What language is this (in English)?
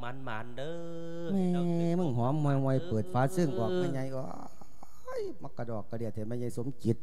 Lao